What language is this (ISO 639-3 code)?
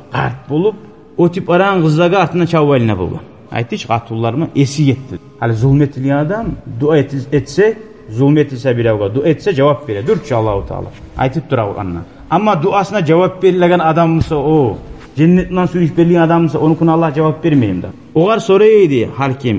kum